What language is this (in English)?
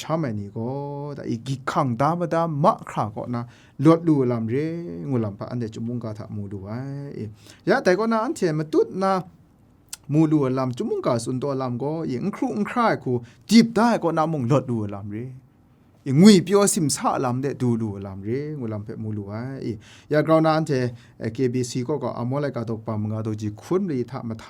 Kachin